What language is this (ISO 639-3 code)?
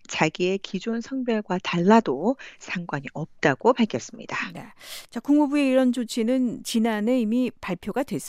kor